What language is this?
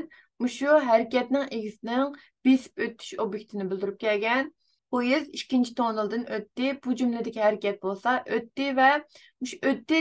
Uyghur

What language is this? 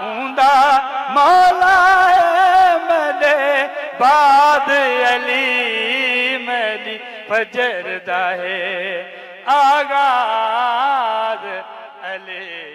Saraiki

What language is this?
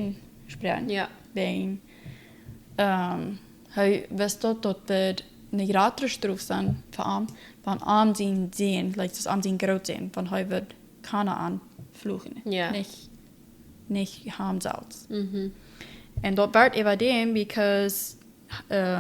Plautdietsch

